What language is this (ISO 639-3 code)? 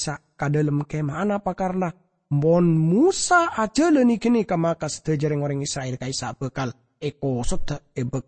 mad